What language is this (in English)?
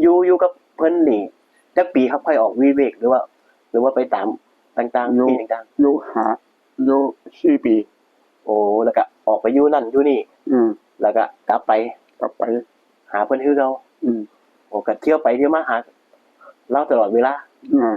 Northeastern Thai